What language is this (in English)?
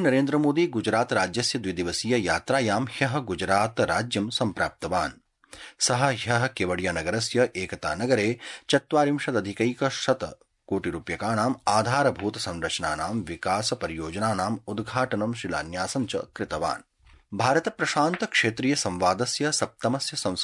Sanskrit